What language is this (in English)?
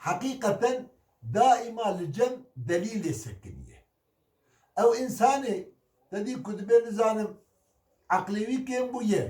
Kurdish